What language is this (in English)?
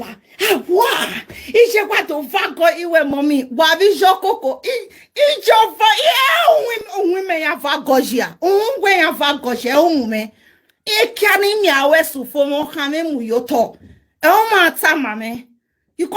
Nigerian Pidgin